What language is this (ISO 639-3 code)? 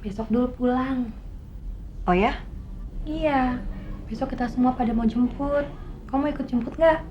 bew